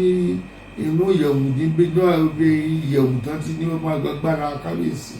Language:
Yoruba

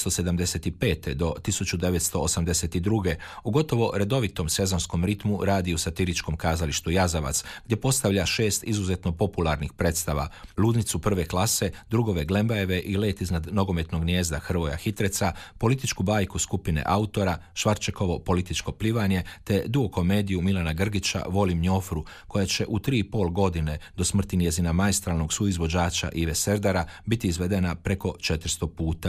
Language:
Croatian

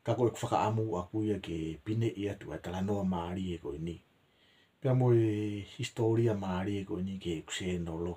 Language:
Tongan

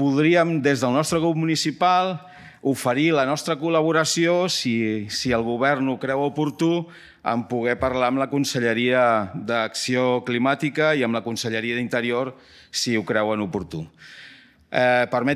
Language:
Catalan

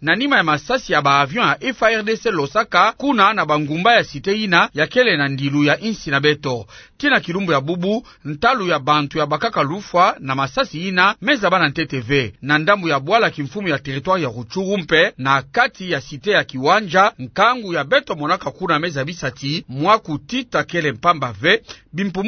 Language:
Kituba (Democratic Republic of Congo)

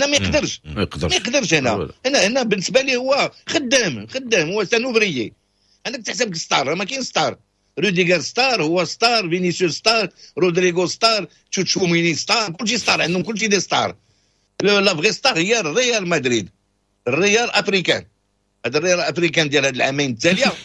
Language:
Moroccan Arabic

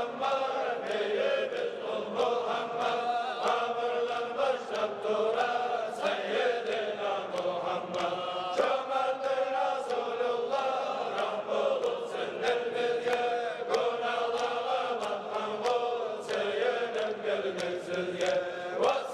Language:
Kumyk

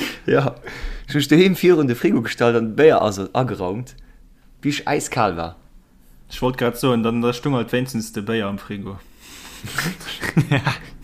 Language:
Luxembourgish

